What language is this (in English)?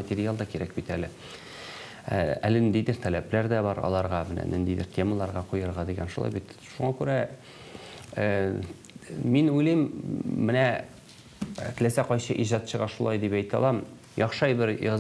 Tatar